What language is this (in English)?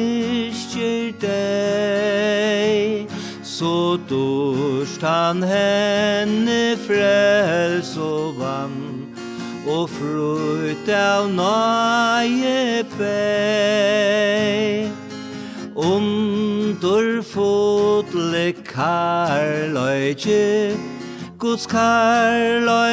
Faroese